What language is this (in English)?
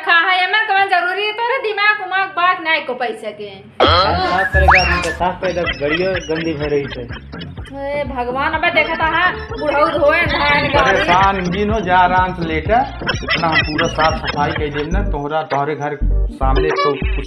Awadhi